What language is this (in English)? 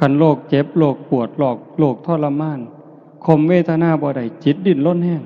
Northeastern Thai